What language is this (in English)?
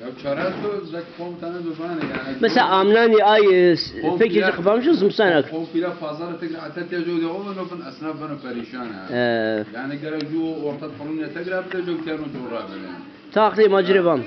Zaza